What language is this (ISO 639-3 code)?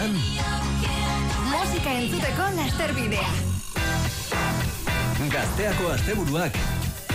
eus